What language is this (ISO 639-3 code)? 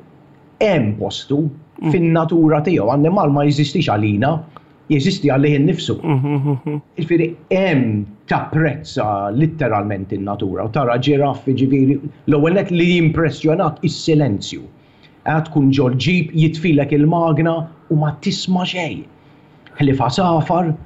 mlt